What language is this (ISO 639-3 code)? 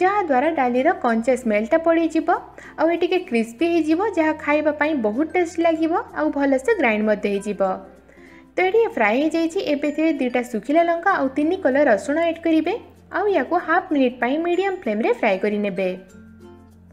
ori